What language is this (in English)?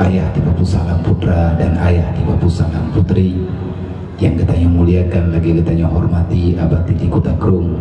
Achinese